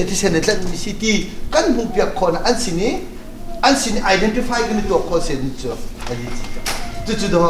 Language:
Hakha Chin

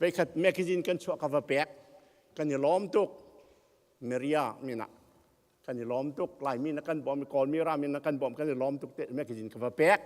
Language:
Hakha Chin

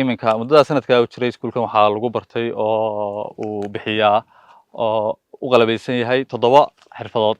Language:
Somali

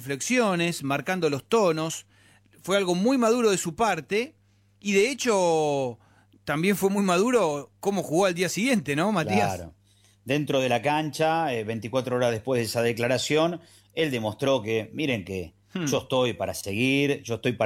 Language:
Spanish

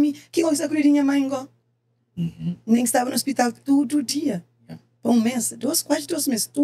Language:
Kabuverdianu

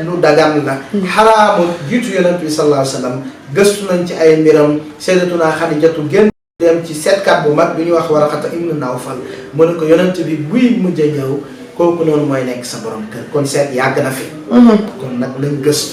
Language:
Wolof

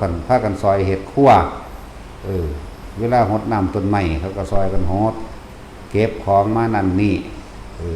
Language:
Lao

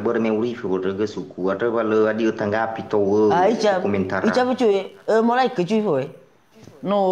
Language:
Nias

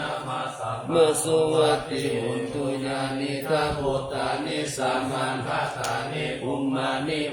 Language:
Pali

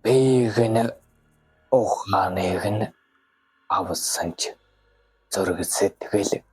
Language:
Mongolian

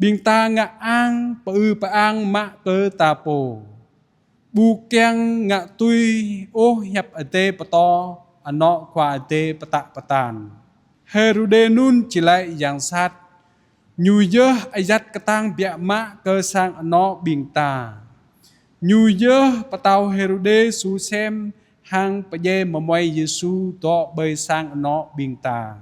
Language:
Jarai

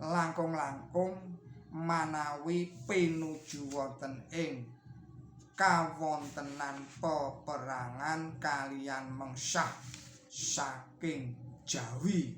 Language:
Javanese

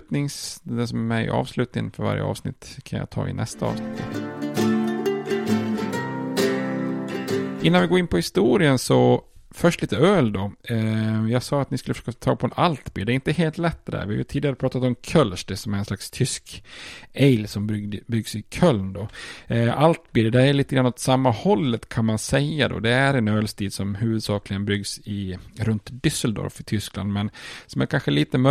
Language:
Swedish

